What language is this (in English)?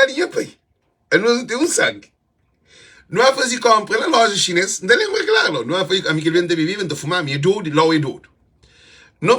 Kabuverdianu